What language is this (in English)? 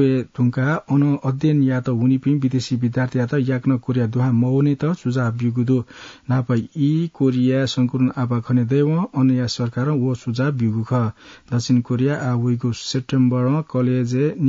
Newari